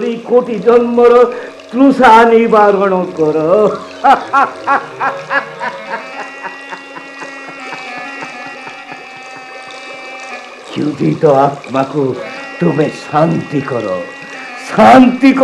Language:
Odia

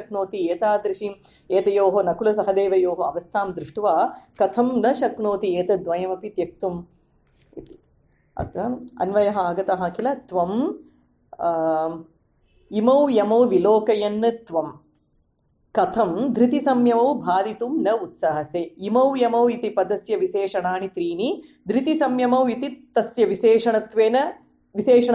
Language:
Sanskrit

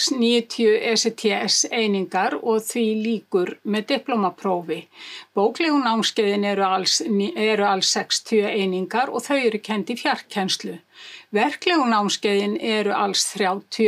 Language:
Icelandic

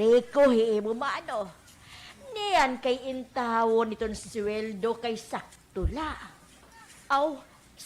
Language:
Waray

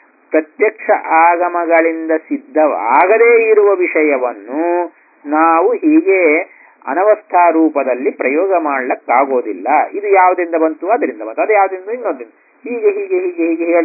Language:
Kannada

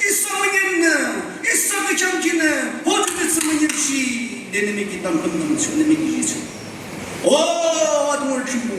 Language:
Naga Pidgin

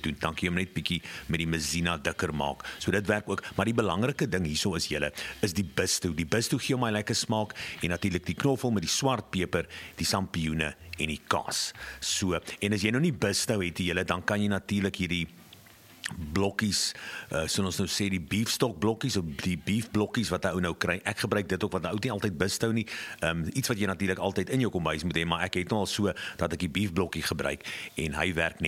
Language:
Afrikaans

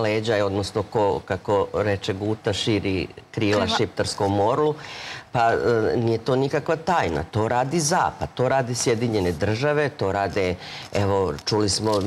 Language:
Serbian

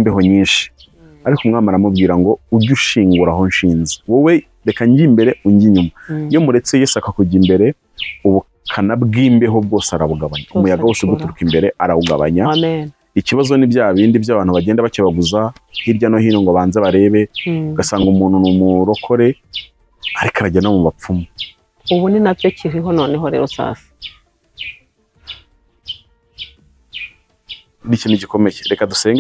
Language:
Kinyarwanda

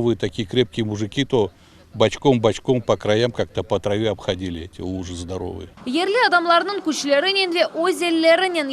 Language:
Crimean Tatar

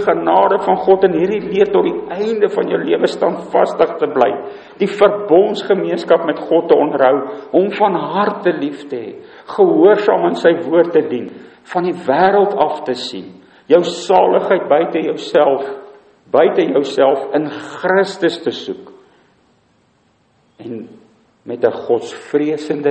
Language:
Afrikaans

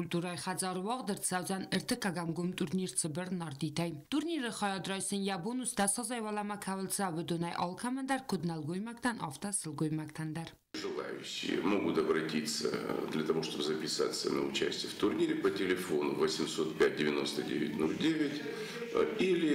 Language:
Ossetic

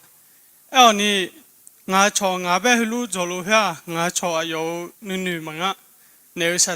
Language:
Akha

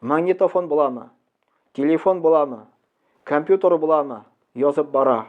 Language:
Tatar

